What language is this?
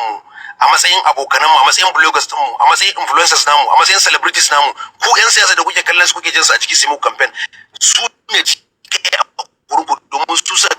Hausa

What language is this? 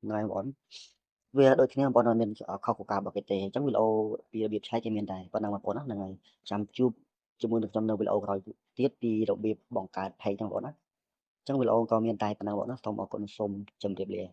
Khmer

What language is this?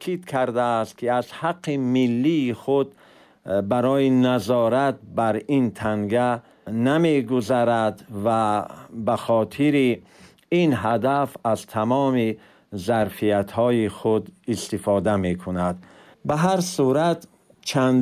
Tajik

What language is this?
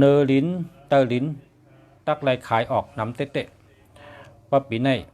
Shan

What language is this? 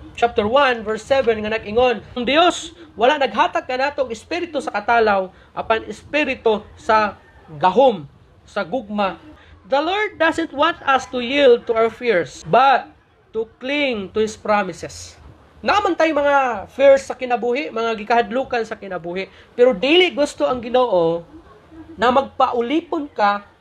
Cebuano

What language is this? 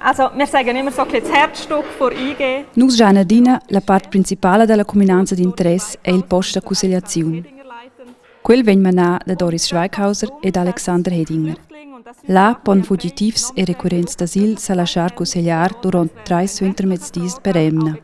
Romansh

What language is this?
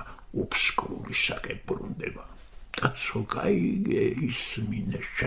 Georgian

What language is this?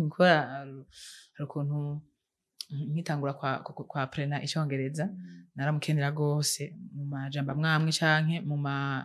Rundi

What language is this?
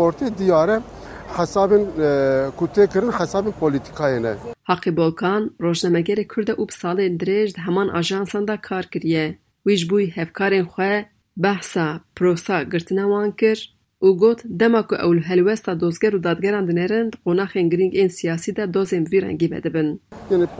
Kurdish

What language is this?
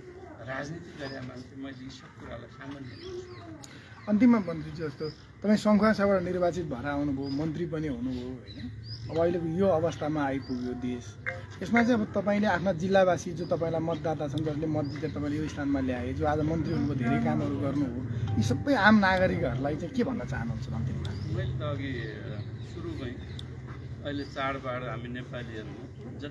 Nepali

